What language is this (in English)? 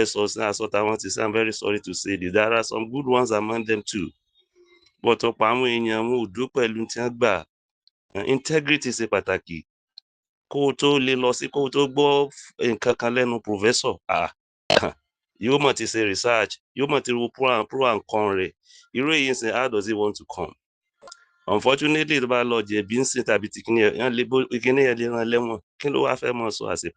Yoruba